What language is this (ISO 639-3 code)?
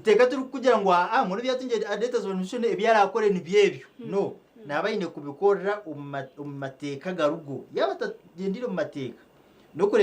nyn